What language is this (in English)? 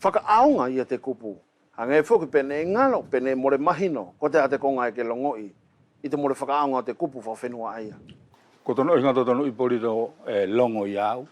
Wallisian